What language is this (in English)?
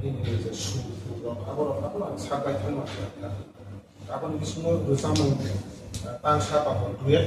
Kok Borok